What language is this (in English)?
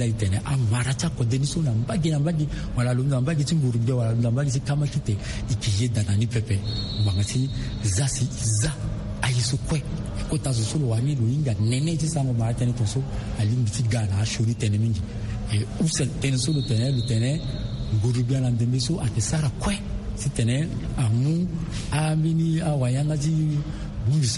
Sango